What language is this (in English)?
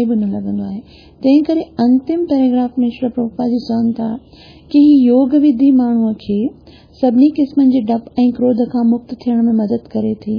Sindhi